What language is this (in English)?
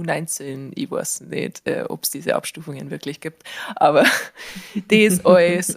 Bavarian